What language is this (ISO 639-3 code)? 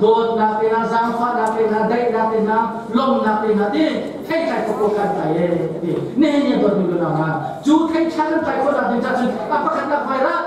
cnh